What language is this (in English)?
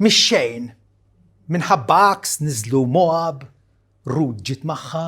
Maltese